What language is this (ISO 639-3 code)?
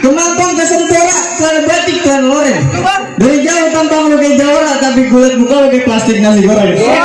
bew